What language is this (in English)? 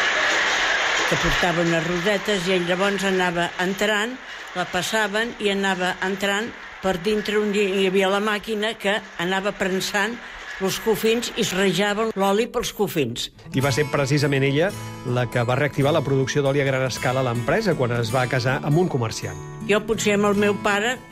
Catalan